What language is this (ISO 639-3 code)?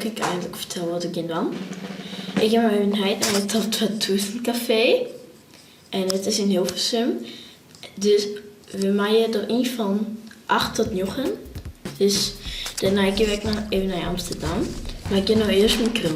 fry